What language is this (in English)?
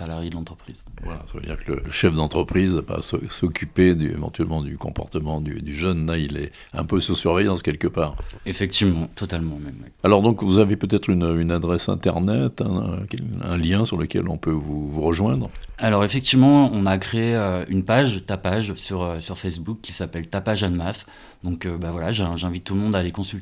French